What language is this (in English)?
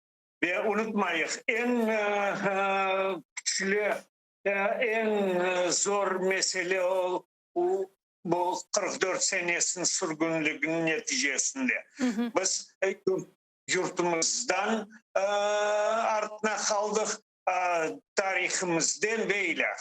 Crimean Tatar